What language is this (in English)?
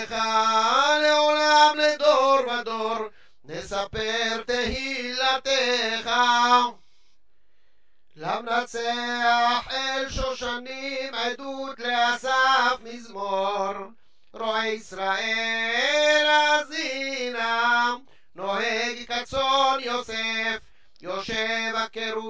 Hebrew